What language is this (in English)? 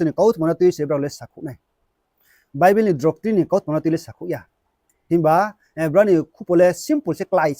Riang (India)